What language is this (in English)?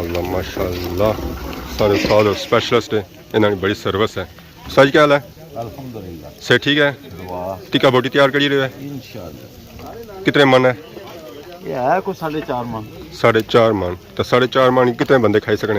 Pahari-Potwari